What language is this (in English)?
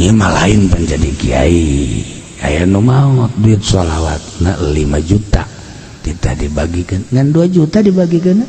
Sundanese